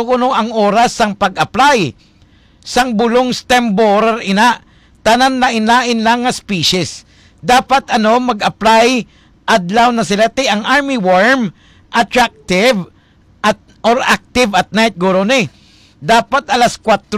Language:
Hiligaynon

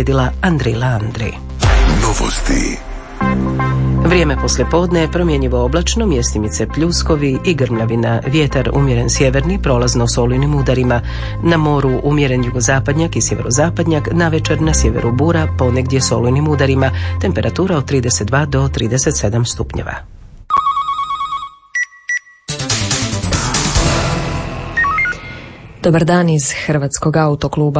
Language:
Croatian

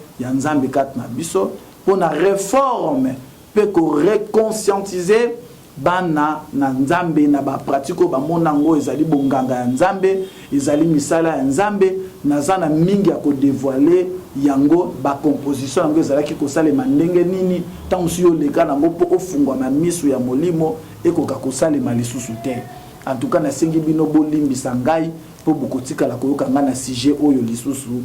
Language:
Lingala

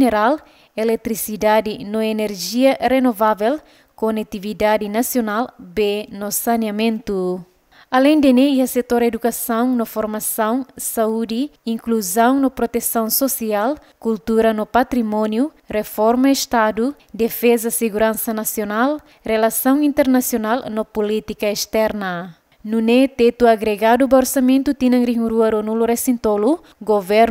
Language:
Tetum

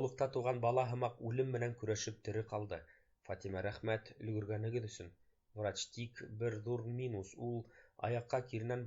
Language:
Bashkir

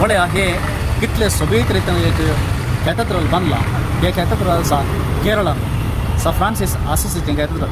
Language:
Konkani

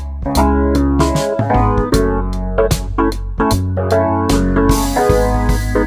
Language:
Bangla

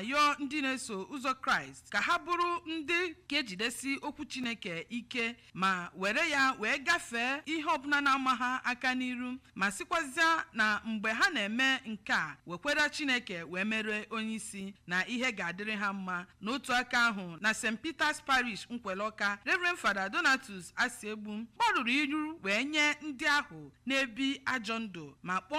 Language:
Igbo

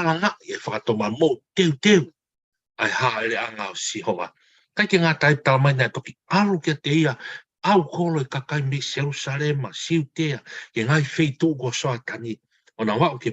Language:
Tongan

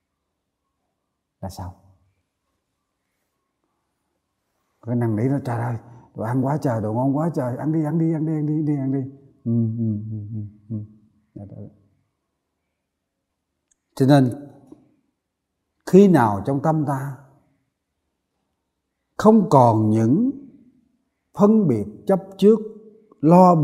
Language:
Vietnamese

